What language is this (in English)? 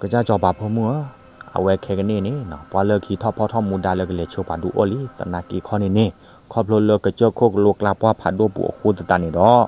S'gaw Karen